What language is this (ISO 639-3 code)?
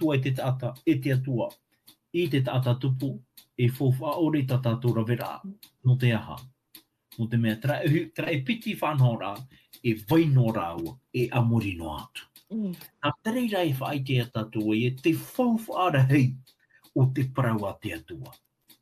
tah